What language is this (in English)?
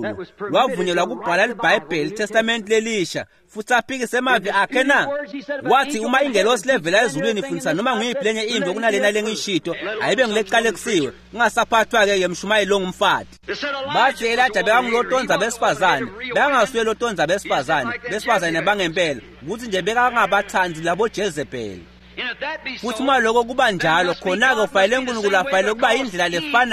Swati